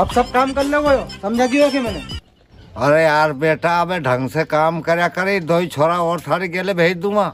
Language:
Rajasthani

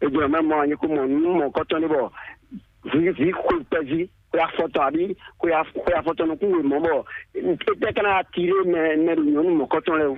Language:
Fon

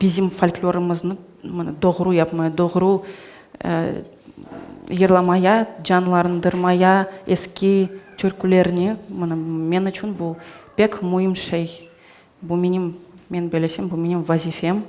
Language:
Crimean Tatar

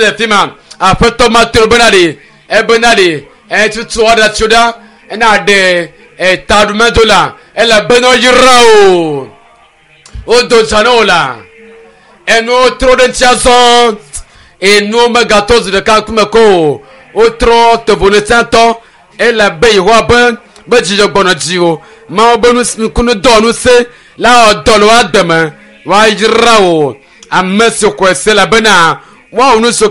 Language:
Ewe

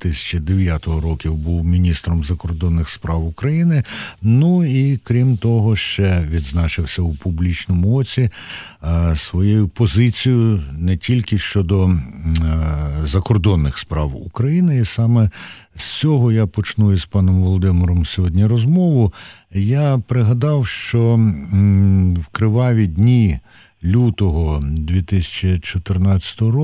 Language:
Ukrainian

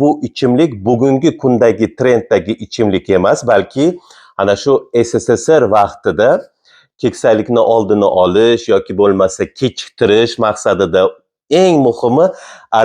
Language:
Uzbek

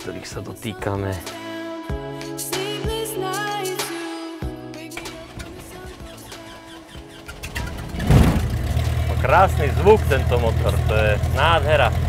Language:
Slovak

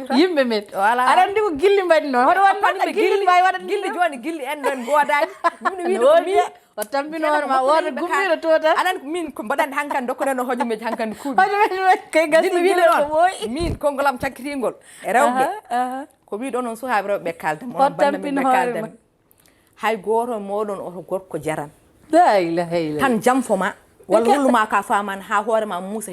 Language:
Fula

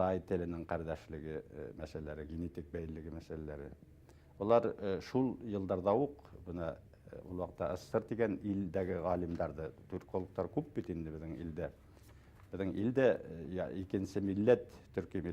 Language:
Bashkir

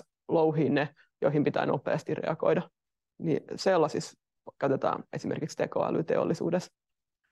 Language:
Finnish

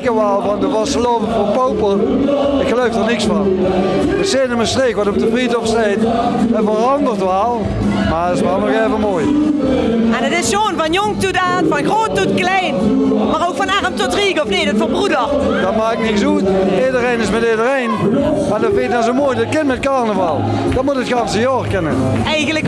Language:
Limburgish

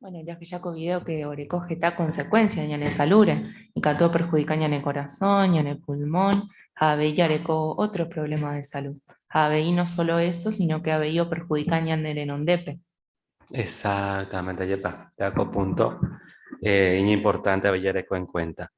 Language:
Guarani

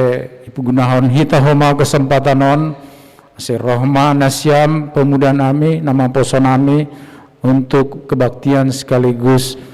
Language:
Batak Simalungun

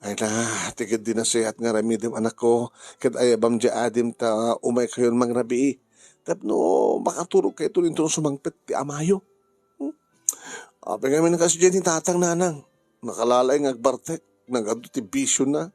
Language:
Iloko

